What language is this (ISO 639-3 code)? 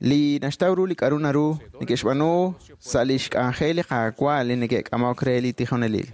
kek